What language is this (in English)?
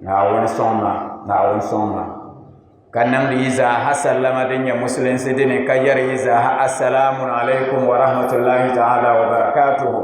Dagbani